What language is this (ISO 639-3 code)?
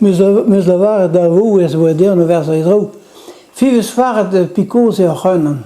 bre